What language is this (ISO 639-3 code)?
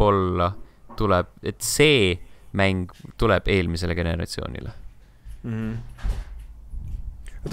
est